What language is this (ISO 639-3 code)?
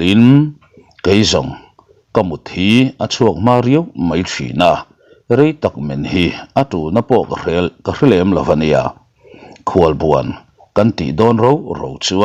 lus